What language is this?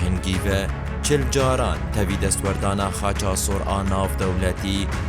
Kurdish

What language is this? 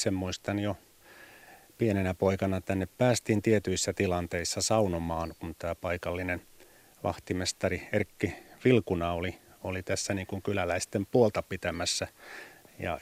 Finnish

